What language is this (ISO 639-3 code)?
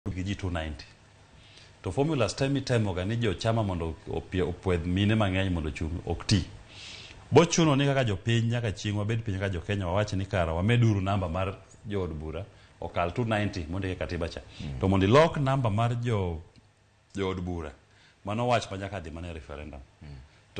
luo